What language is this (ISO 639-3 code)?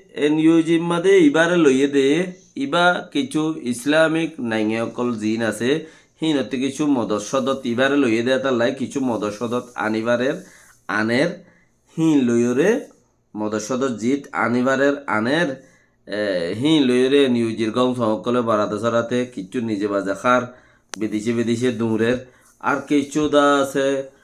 rhg